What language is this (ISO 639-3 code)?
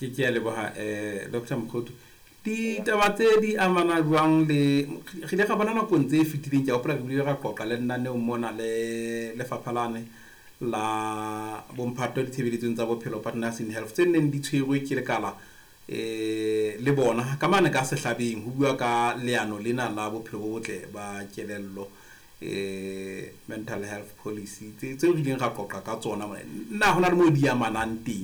sot